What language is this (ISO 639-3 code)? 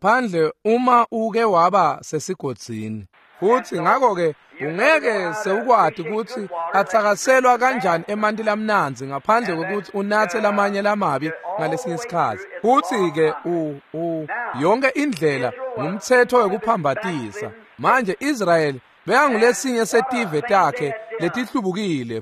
ssw